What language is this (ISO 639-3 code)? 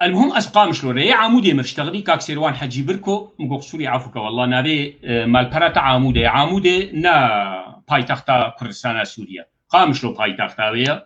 kur